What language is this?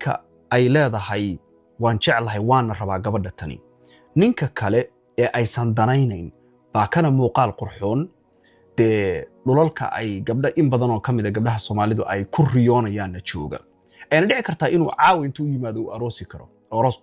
Somali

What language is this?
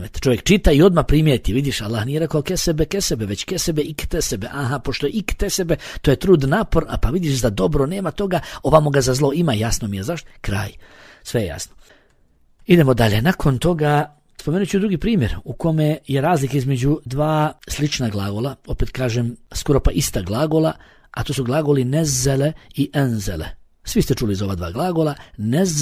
Bosnian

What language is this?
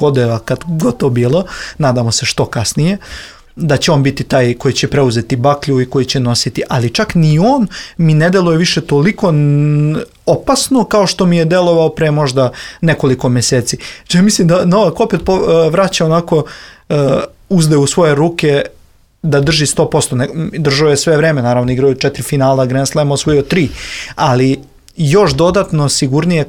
Serbian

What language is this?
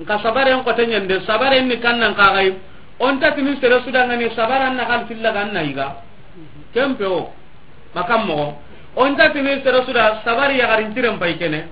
Soninke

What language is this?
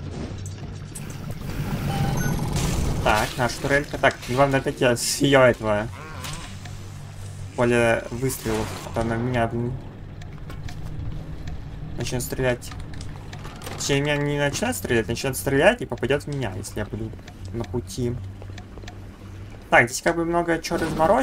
Russian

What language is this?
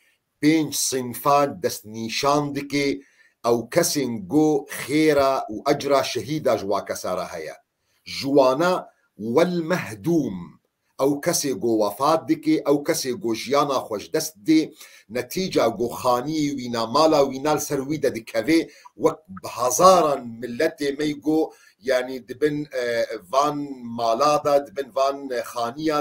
Kurdish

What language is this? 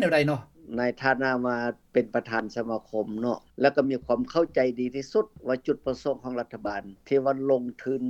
Lao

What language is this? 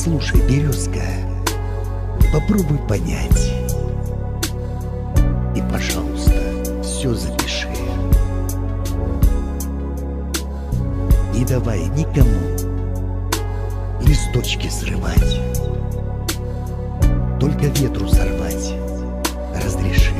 Russian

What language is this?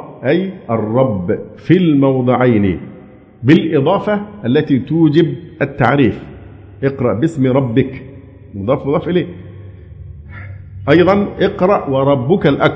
Arabic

